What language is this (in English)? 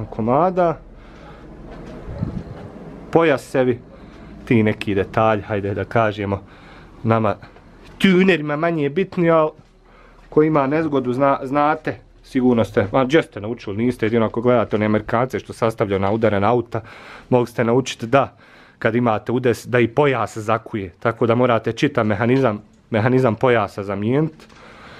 Bosnian